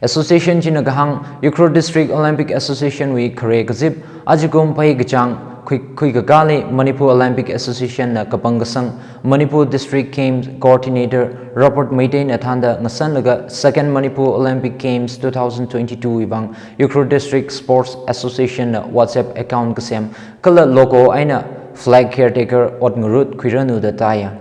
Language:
Tangkhul Naga (India)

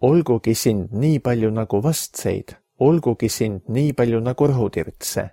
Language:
Estonian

